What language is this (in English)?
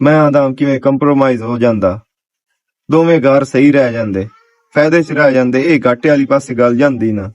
Western Panjabi